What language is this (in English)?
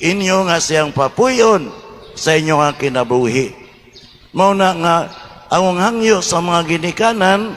Cebuano